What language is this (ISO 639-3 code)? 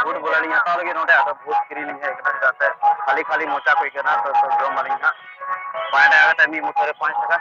sat